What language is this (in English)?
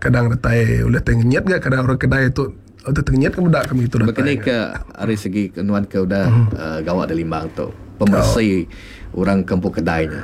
Iban